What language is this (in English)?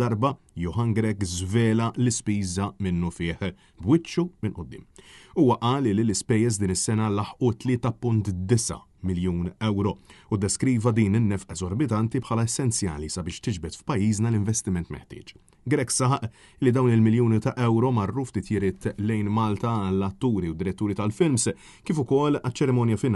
Maltese